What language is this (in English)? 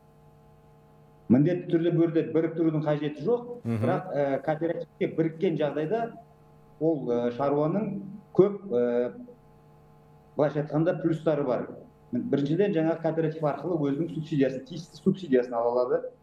Kazakh